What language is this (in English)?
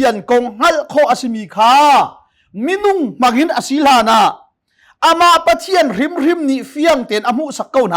Hakha Chin